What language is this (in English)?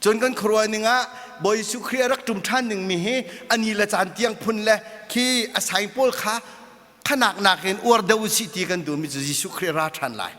Hakha Chin